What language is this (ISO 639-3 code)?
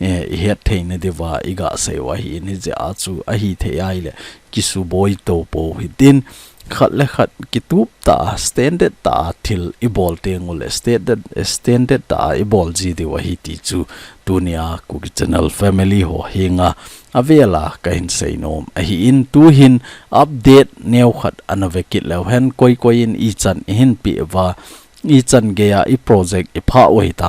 tcz